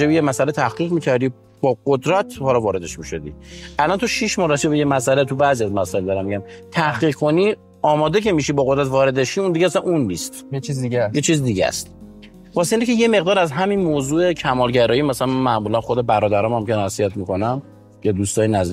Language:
Persian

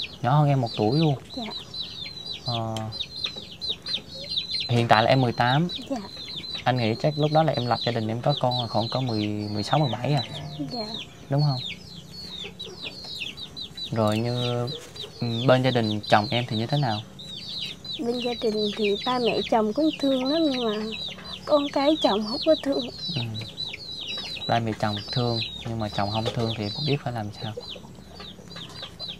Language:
Vietnamese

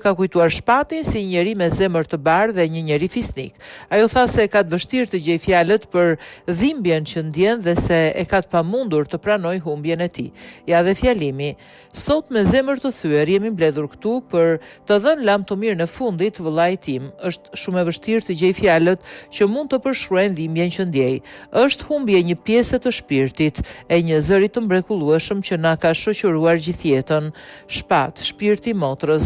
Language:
Albanian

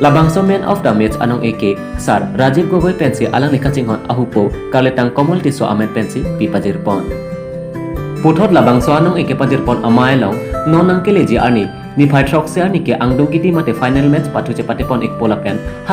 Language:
Karbi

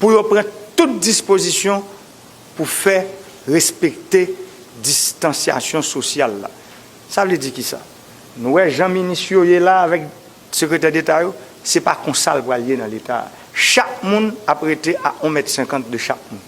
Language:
Haitian Creole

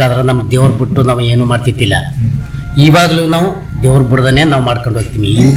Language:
Kannada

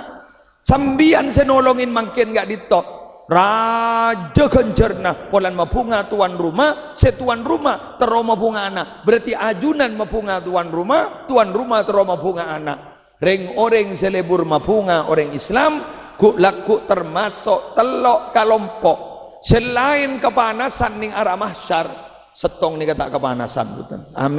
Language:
Madurese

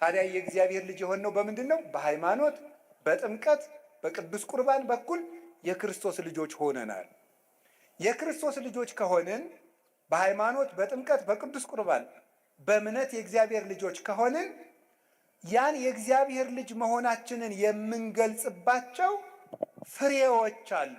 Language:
Amharic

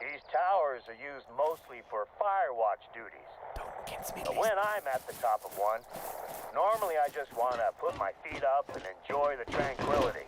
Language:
Bavarian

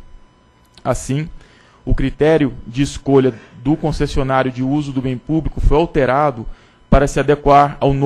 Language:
Portuguese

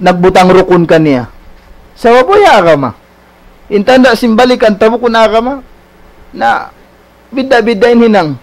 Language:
Tausug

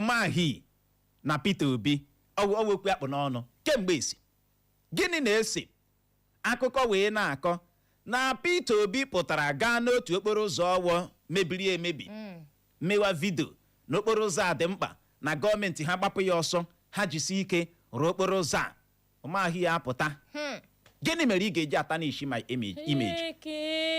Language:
Igbo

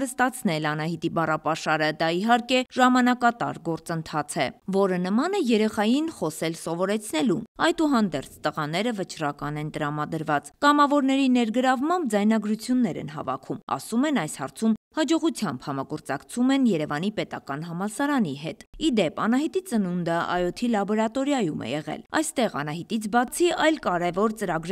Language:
Armenian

